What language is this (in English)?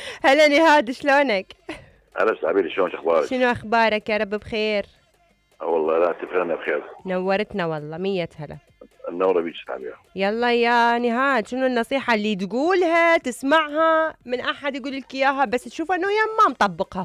Mesopotamian Arabic